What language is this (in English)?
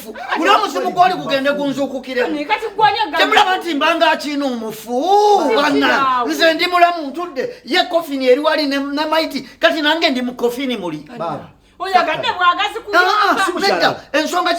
Ganda